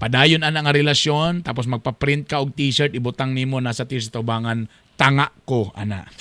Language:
Cebuano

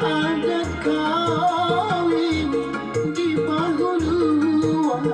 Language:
Banjar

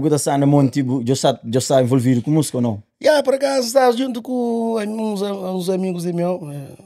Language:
Kabuverdianu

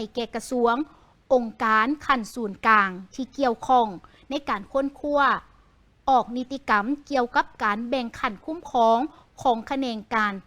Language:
Lao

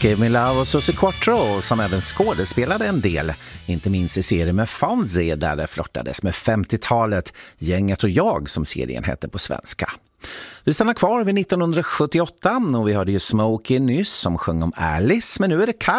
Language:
Swedish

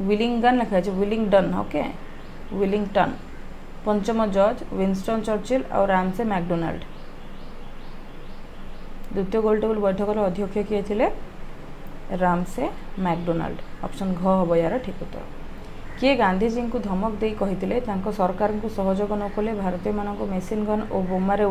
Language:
Odia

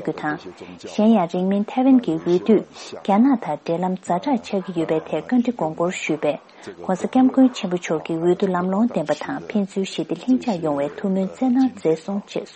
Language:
Tibetan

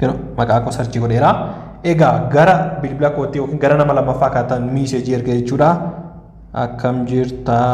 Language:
Oromo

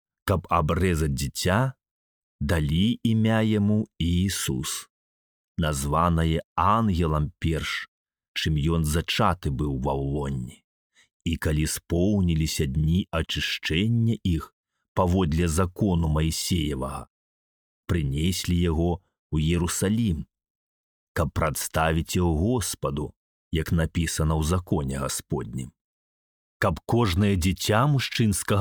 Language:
Belarusian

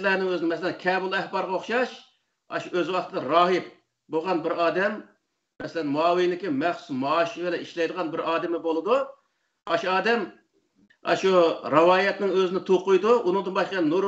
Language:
Uyghur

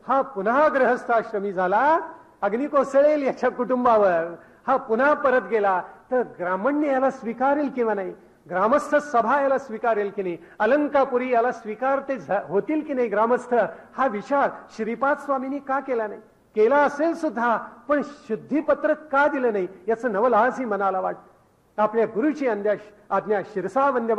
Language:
Marathi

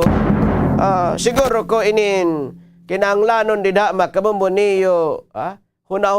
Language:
Waray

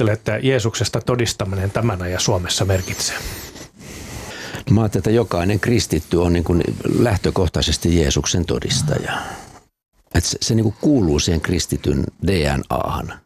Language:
Finnish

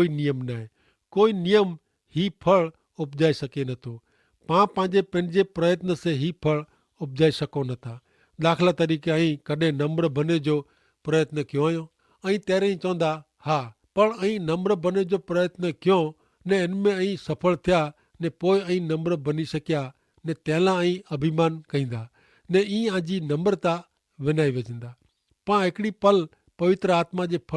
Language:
Kachhi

